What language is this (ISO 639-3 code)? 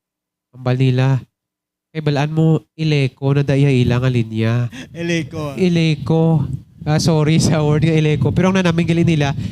hil